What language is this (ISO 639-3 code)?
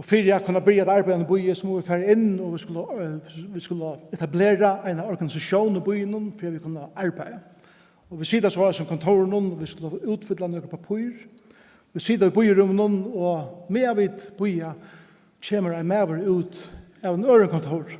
fao